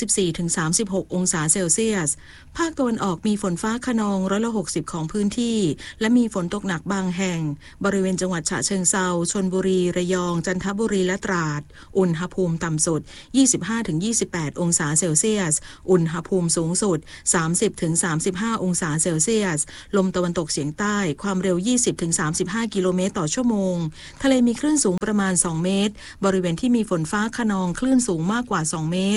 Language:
Thai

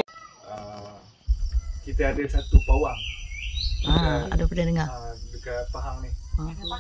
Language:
Malay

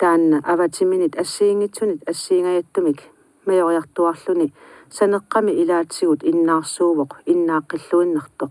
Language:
Kalaallisut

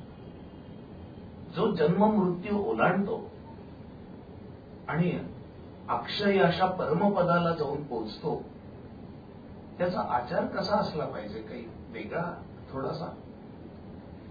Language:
Marathi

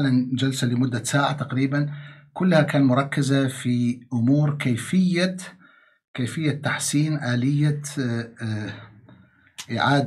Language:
Arabic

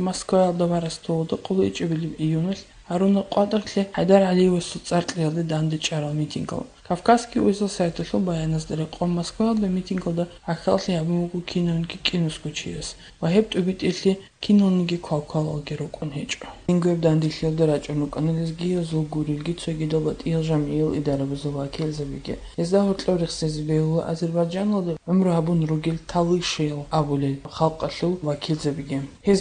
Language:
Avaric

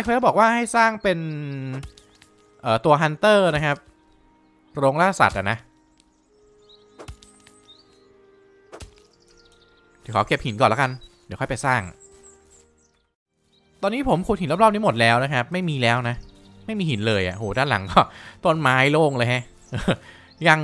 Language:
Thai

